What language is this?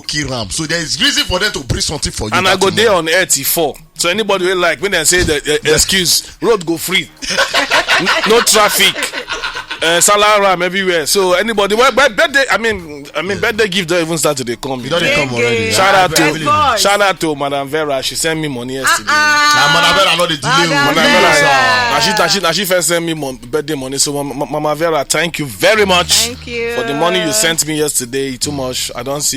Nigerian Pidgin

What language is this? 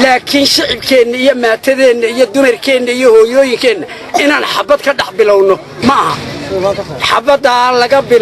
Somali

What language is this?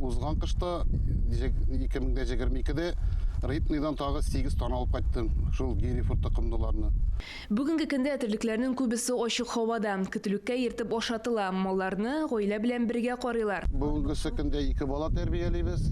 Tatar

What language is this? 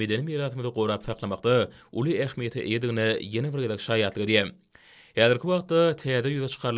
Turkmen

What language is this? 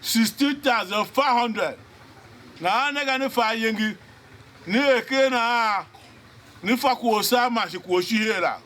Tiv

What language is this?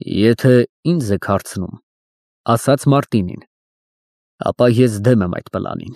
Armenian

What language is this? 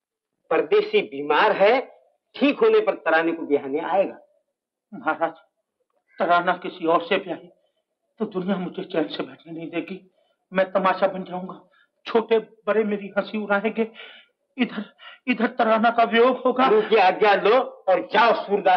Hindi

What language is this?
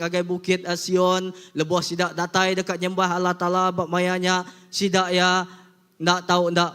Iban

